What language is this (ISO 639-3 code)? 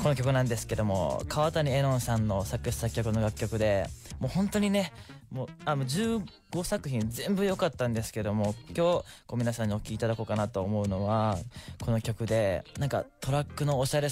jpn